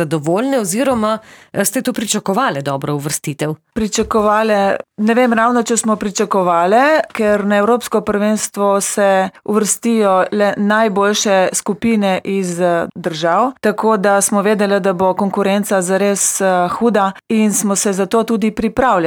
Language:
Slovenian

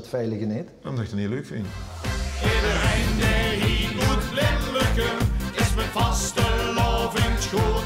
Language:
Limburgish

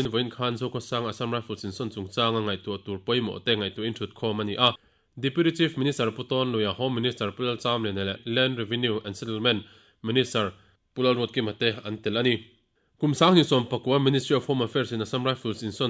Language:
Mizo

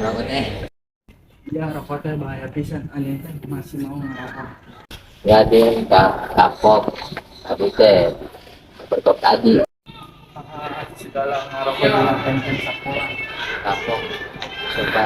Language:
Sundanese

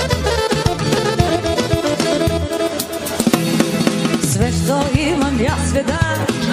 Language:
Serbian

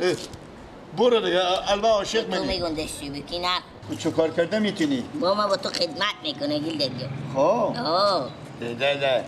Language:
Persian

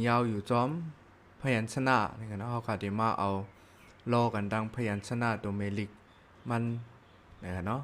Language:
Shan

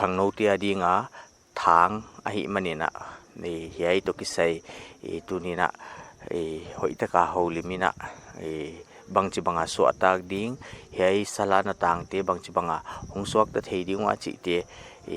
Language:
Paite Chin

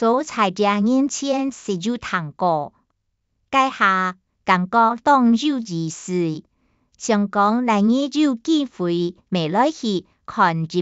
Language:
Hakka Chinese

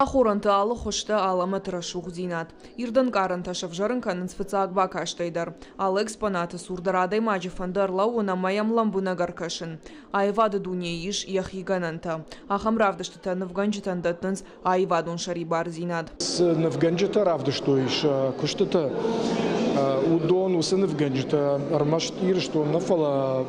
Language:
Ossetic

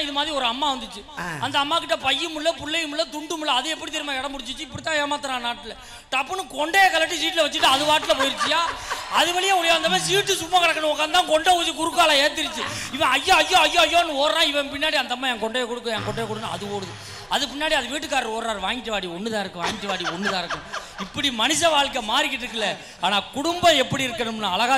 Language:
Tamil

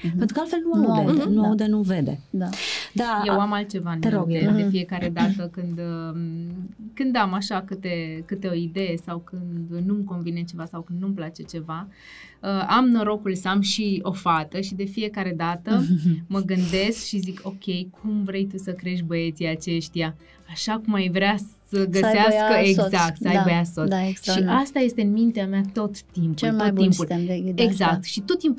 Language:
Romanian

